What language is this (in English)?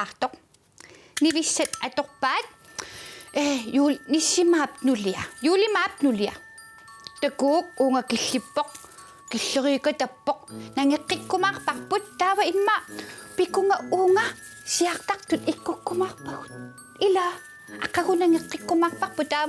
Kalaallisut